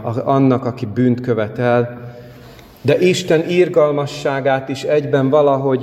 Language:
Hungarian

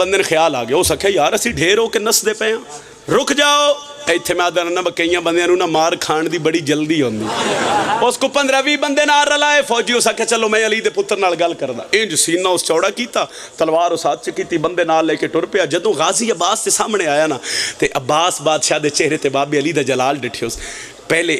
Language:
Pahari-Potwari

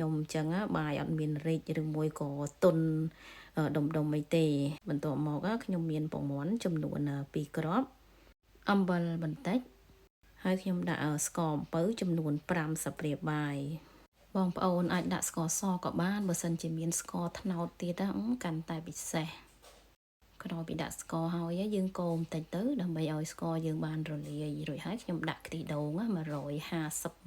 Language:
Khmer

